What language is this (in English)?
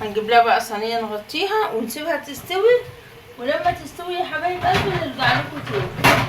Egyptian Arabic